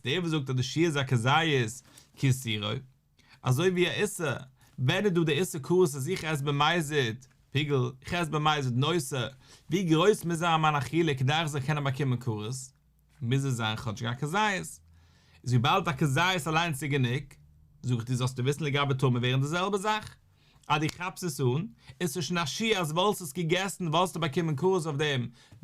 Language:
Yiddish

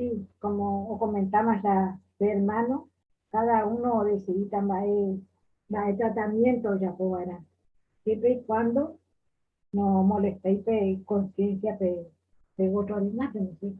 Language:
Guarani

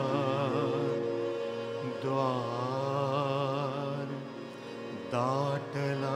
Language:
Marathi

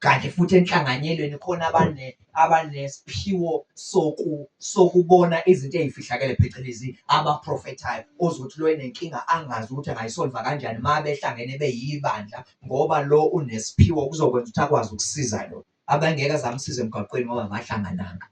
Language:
Zulu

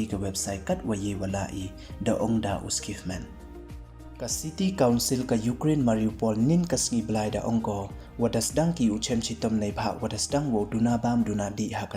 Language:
Pnar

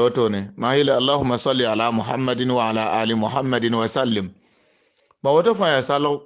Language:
Mossi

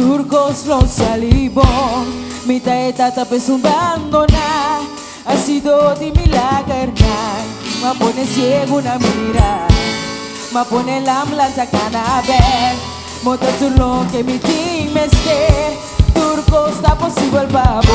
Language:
Papiamento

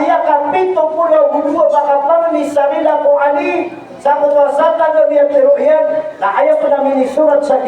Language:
Maranao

